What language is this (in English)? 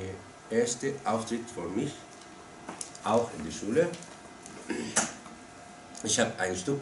German